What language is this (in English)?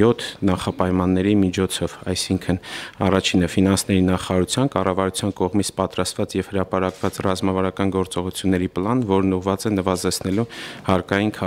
Armenian